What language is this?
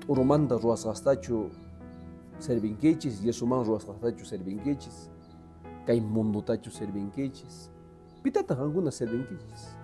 Quechua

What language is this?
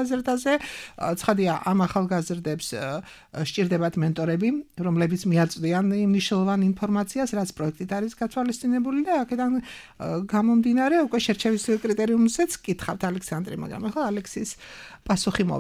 Georgian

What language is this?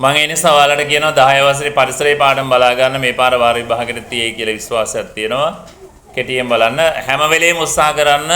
Sinhala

